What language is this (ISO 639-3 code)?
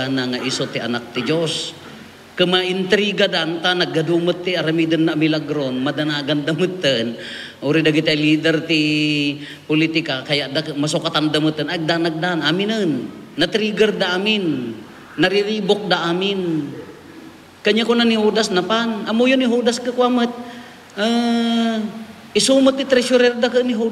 ilo